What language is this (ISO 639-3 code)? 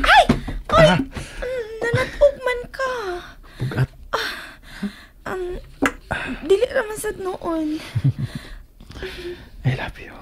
ceb